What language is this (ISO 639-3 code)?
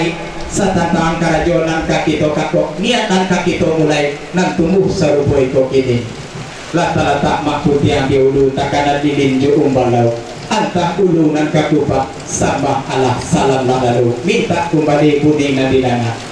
min